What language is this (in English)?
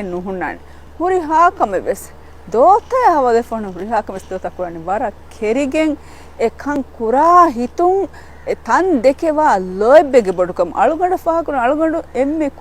Divehi